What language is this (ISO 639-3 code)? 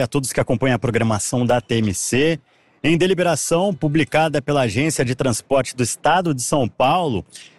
por